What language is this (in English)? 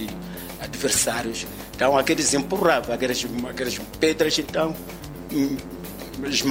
Portuguese